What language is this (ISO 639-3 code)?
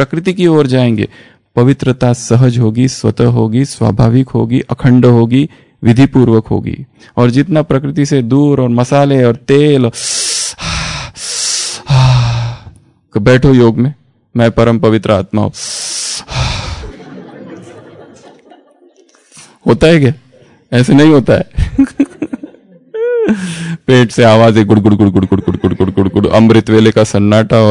hin